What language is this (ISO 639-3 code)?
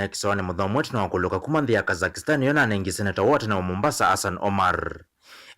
kam